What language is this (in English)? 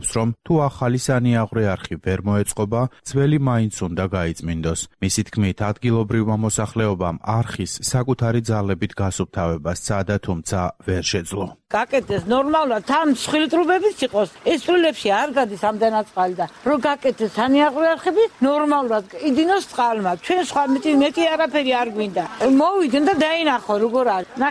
Georgian